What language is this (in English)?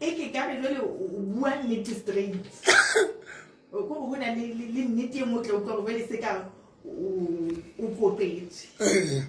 Southern Sotho